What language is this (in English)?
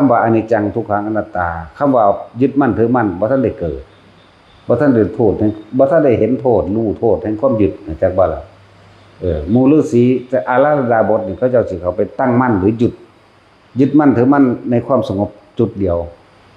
Northeastern Thai